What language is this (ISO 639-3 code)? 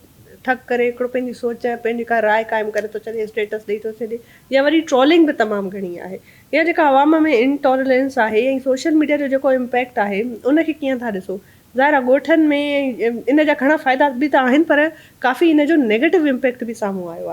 snd